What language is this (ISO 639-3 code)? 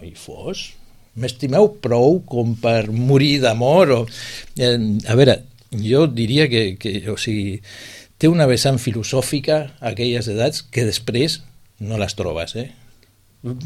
cat